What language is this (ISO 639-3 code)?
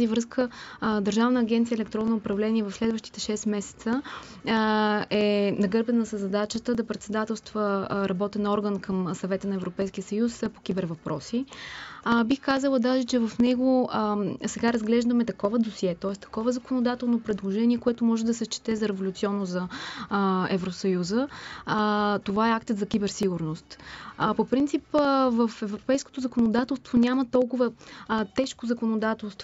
bul